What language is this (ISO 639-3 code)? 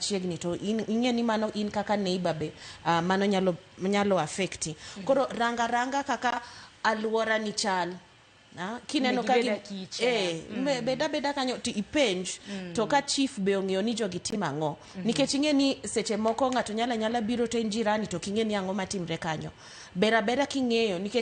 luo